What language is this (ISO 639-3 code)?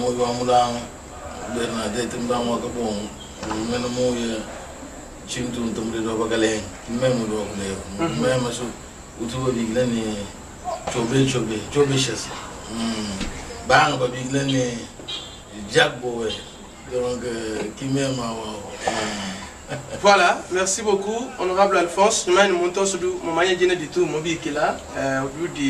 lua